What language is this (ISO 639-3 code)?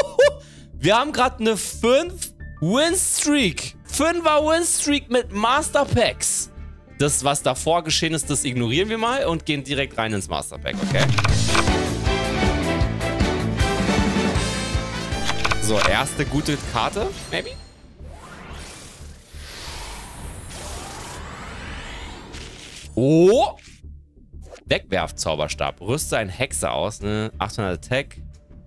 deu